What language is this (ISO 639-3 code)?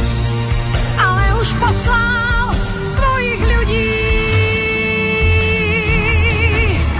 slk